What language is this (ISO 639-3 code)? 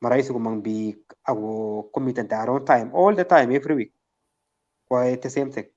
kln